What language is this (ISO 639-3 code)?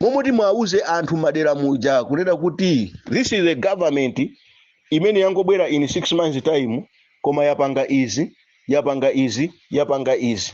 nya